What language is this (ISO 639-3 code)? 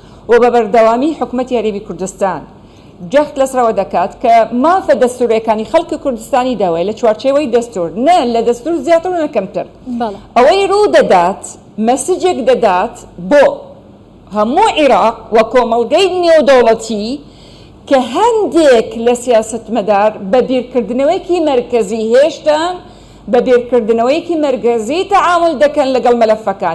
ckb